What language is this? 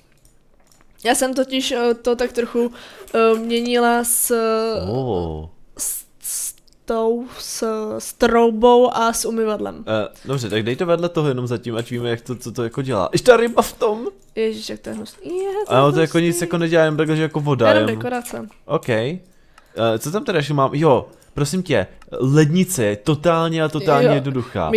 Czech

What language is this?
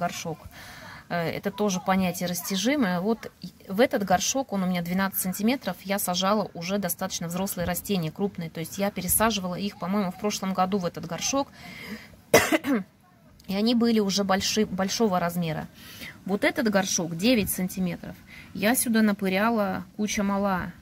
Russian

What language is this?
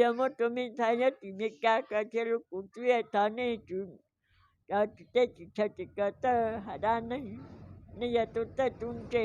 Hmong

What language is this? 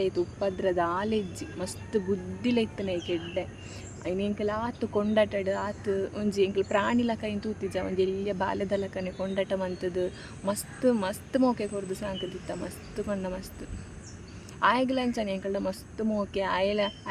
Tulu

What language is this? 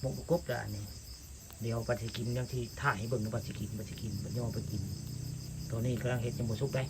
Northeastern Thai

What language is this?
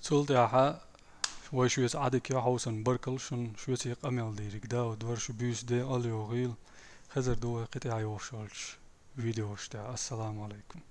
Chechen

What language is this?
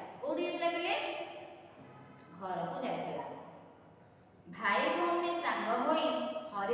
Odia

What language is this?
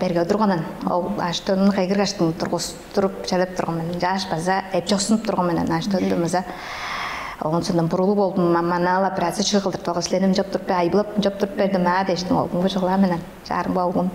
Tuvinian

